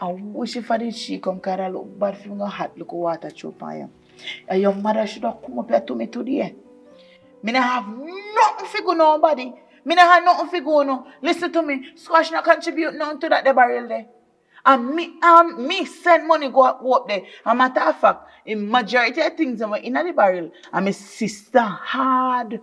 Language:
Jamaican Creole English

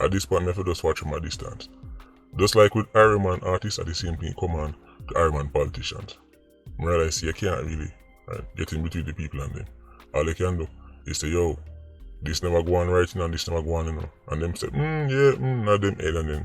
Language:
Jamaican Creole English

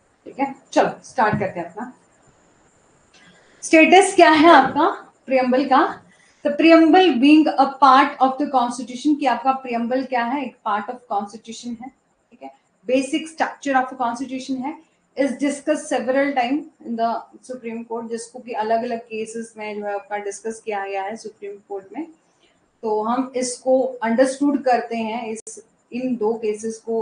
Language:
Hindi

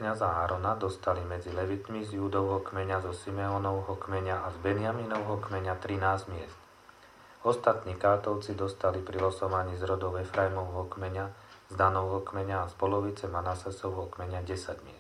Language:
Slovak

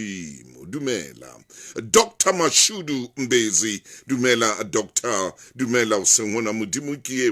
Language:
Southern Sotho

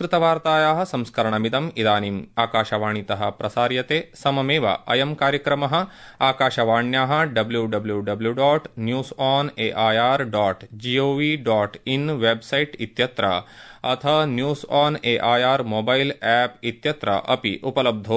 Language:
Sanskrit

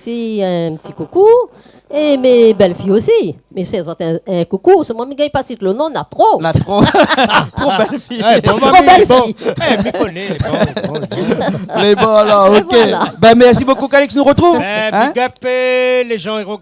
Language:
Réunion Creole French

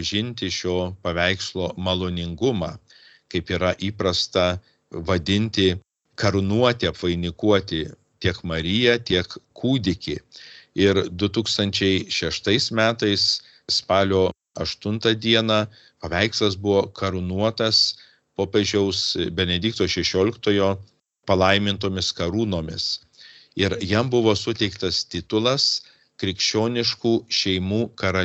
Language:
Lithuanian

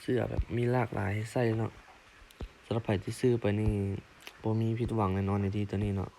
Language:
Lao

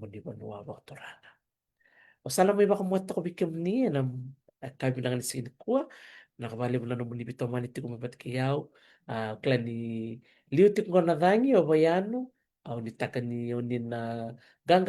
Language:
Fijian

